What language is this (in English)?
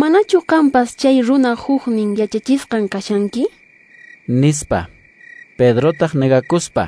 Quechua